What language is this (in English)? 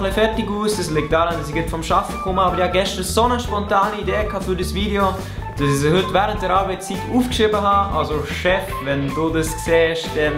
Swiss German